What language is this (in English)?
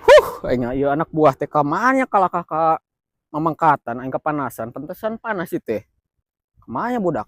Sundanese